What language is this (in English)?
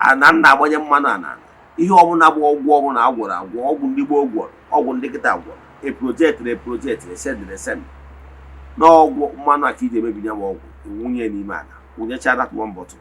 Igbo